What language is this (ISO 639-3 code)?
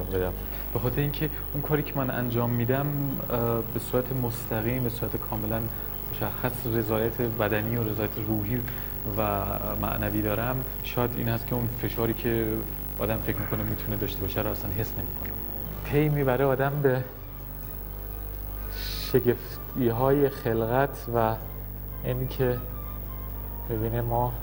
fas